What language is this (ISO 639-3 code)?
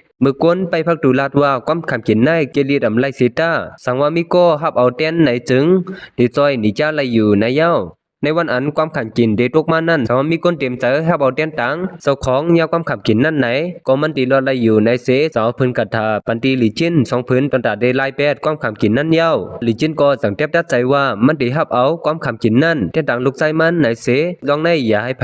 shn